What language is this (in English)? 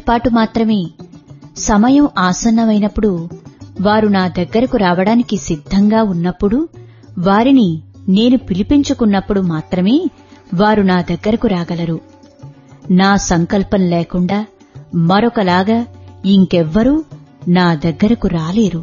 Telugu